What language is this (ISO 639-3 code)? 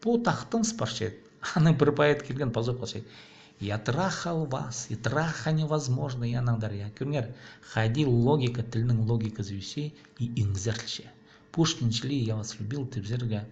kjh